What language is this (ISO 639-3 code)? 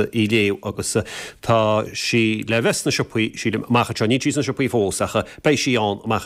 gle